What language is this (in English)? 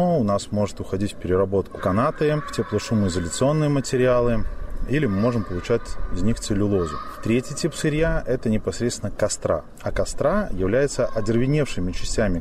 Russian